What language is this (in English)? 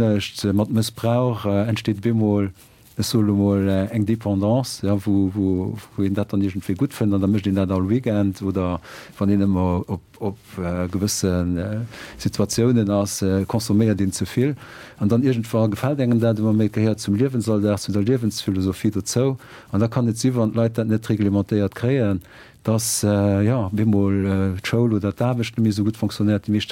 Luxembourgish